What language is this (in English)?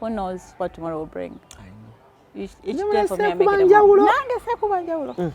Ganda